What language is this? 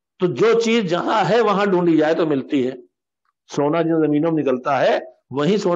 Urdu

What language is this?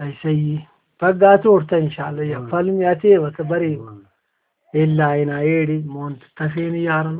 Brahui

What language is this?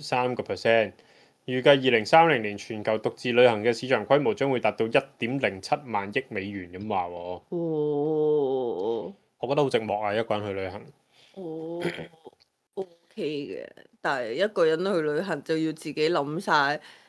Cantonese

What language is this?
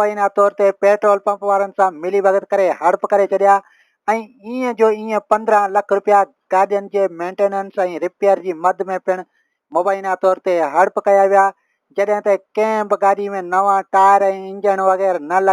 Sindhi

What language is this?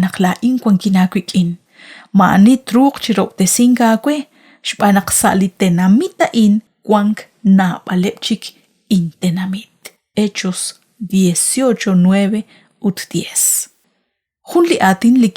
Kekchí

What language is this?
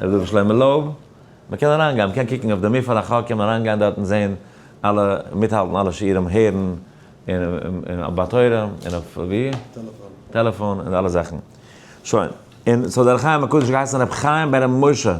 Yiddish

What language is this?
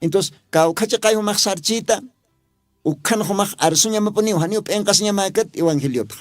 Aymara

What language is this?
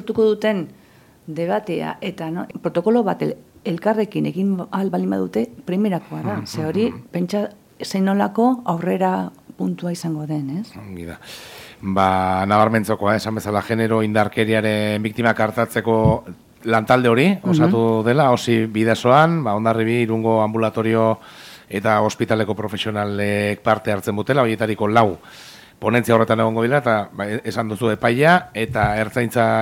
Basque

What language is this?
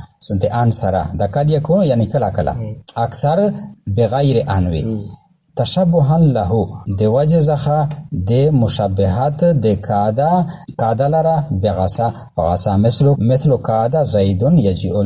Pashto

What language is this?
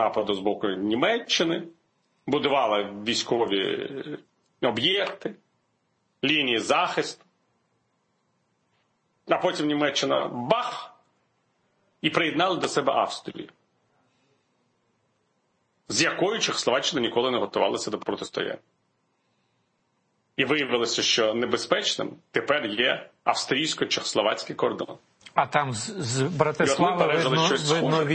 Ukrainian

